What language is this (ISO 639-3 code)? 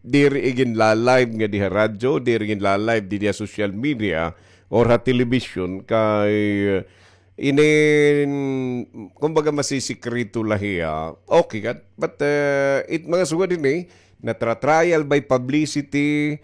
war